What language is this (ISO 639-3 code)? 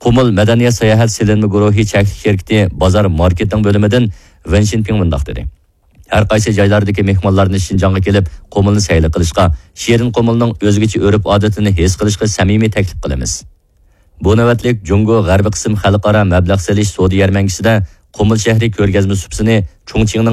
uig